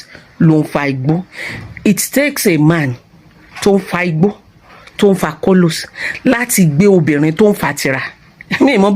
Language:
Yoruba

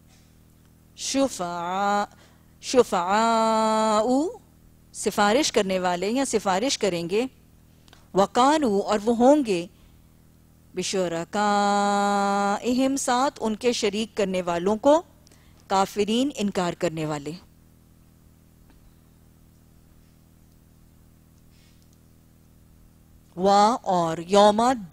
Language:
Urdu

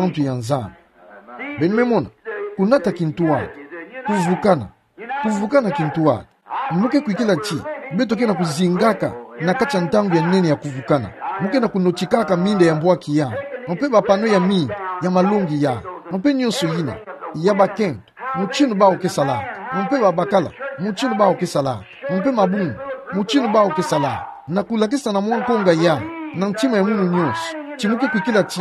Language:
Kituba (Democratic Republic of Congo)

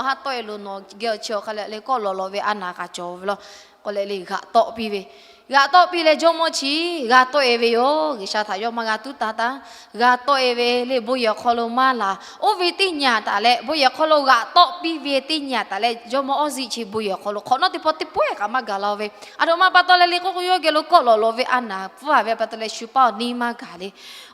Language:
Lahu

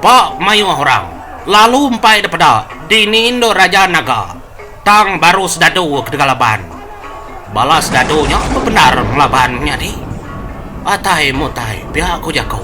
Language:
Iban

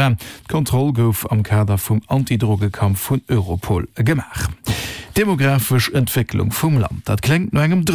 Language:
Luxembourgish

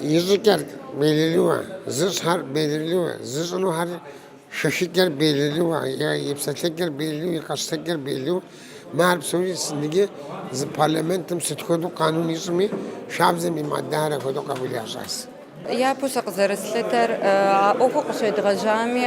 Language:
Kabardian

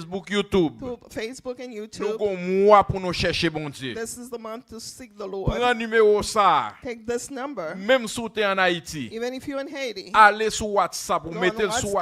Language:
Haitian Creole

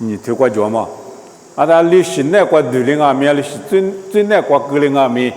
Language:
Lisu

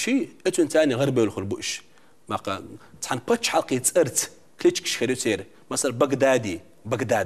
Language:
Chechen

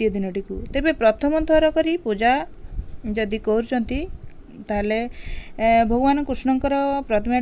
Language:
Odia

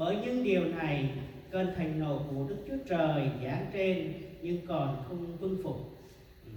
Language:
Central Mnong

